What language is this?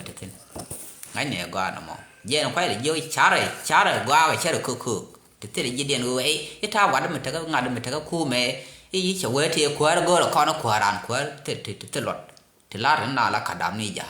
Nuer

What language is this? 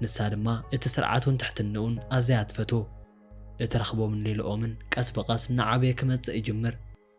Tigrinya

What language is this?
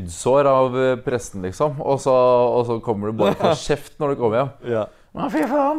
Norwegian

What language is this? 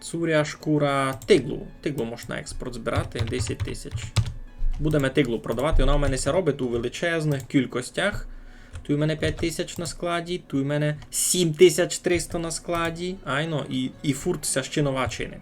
Rusyn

